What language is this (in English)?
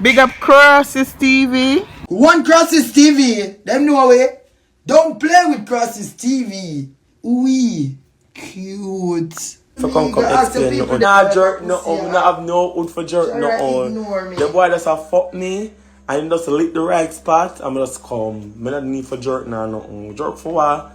Jamaican Creole English